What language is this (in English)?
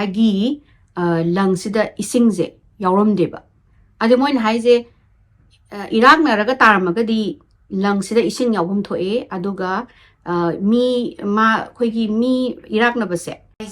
Manipuri